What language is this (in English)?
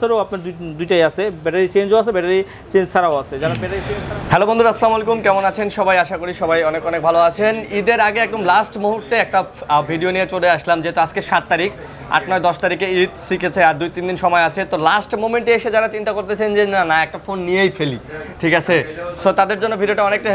Bangla